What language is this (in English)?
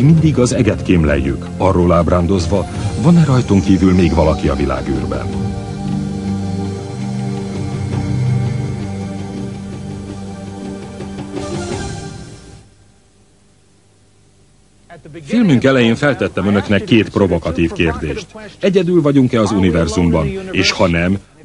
Hungarian